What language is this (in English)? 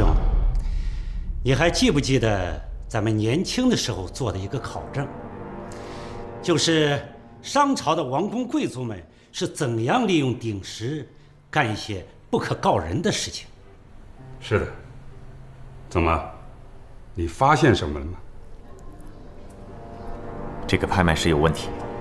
Chinese